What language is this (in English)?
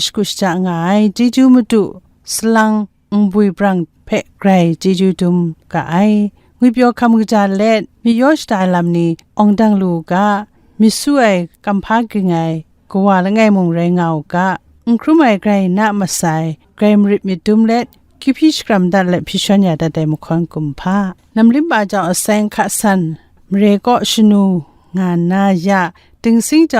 Kachin